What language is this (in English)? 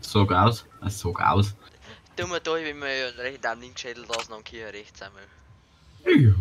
Bavarian